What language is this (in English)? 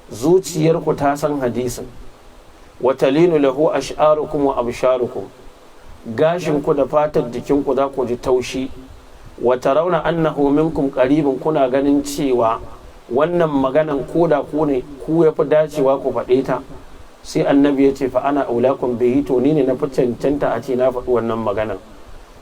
Hausa